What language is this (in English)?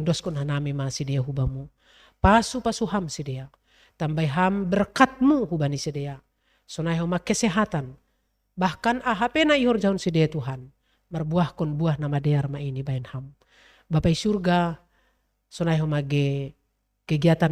Batak Simalungun